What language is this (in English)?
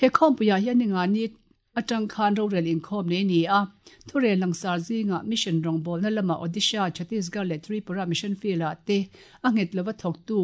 Mizo